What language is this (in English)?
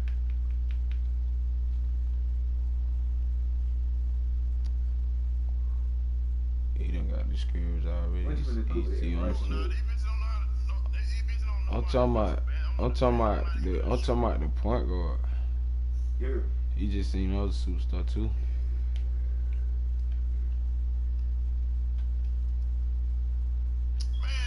English